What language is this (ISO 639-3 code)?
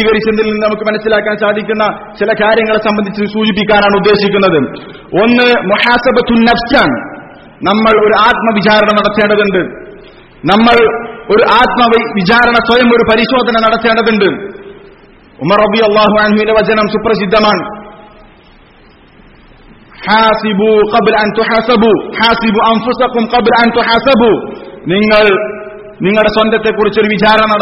mal